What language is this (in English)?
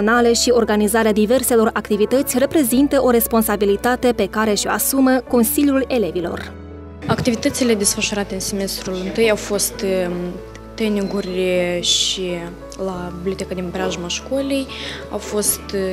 Romanian